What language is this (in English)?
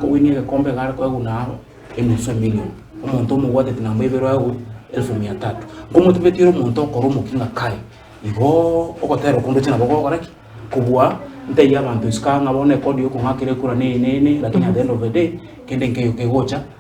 Gusii